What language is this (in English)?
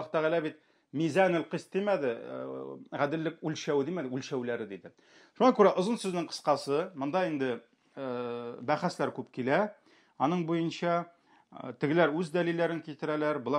Tatar